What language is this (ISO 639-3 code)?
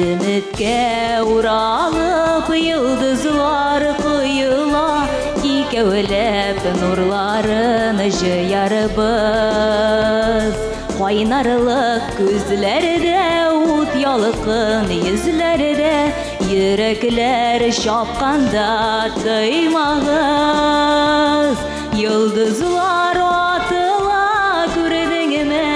tat